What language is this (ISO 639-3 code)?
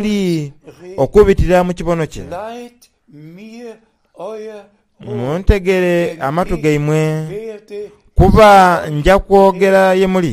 xog